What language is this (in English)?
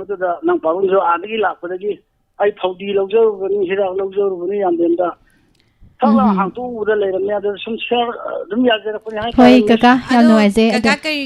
Manipuri